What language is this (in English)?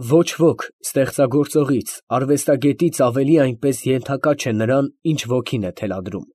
Armenian